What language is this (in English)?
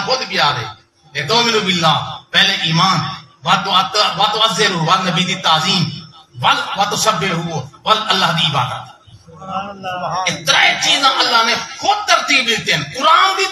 Saraiki